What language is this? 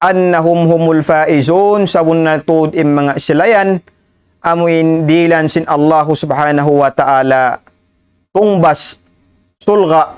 Tausug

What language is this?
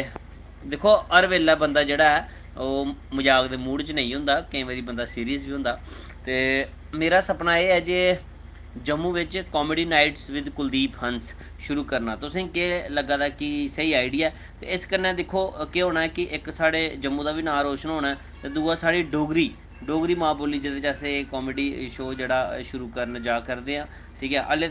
Dogri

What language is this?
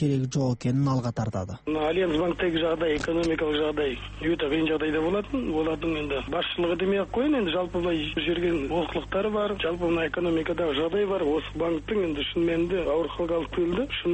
Kazakh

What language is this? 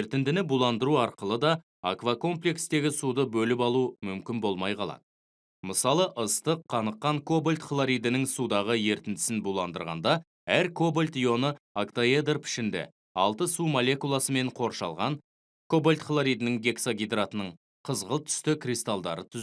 Kazakh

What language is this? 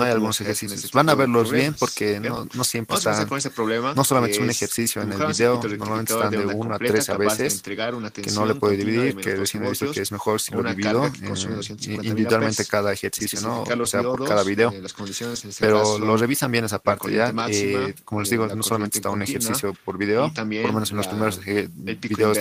Spanish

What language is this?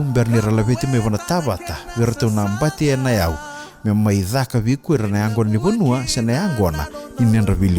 Fijian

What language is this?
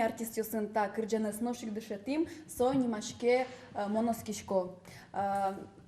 Udmurt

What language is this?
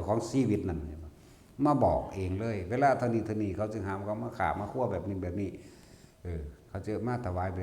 Northeastern Thai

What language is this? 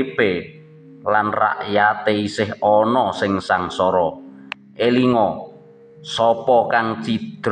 Javanese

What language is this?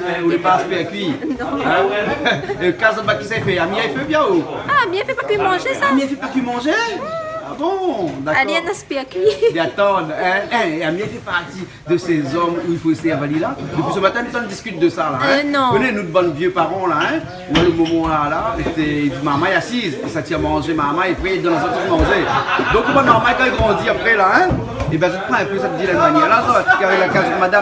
Réunion Creole French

